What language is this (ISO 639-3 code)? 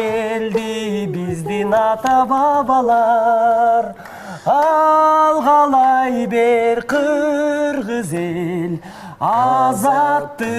kir